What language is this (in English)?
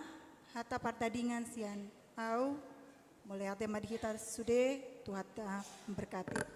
Batak Toba